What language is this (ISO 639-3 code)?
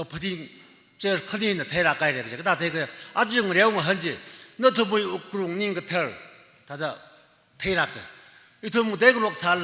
nmf